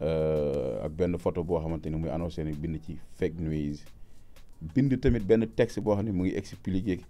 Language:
Wolof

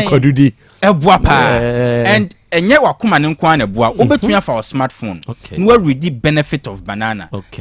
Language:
Akan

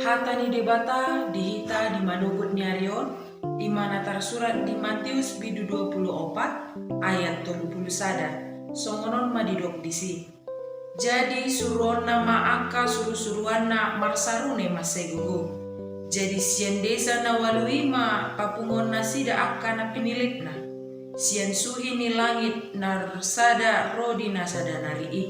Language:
Batak Toba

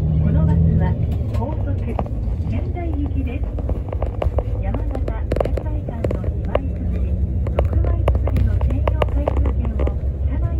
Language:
Japanese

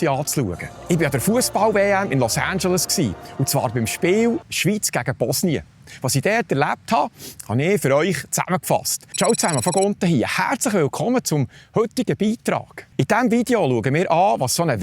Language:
Swiss German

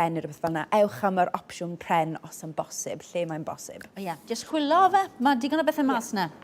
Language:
Welsh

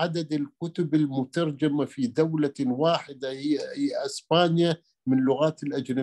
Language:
Arabic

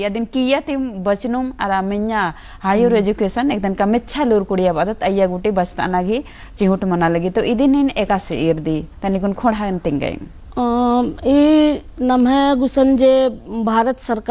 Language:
Kurukh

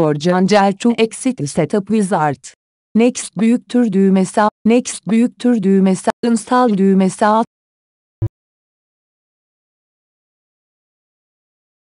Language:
Turkish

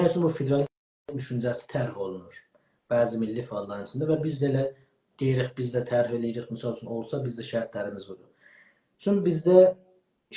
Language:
South Azerbaijani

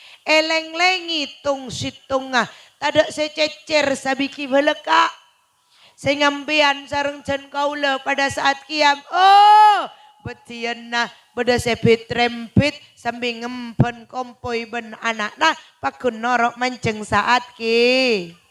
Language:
Madurese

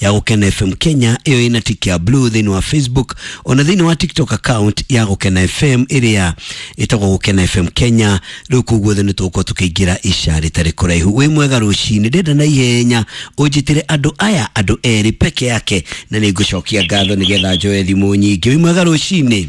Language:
Kikuyu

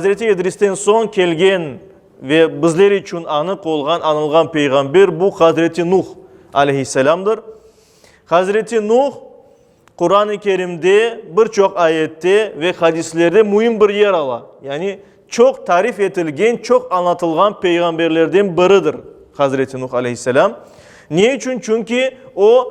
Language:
Crimean Tatar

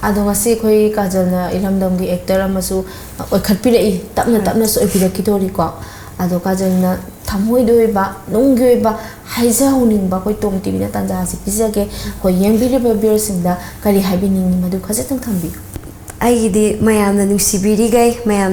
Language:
Manipuri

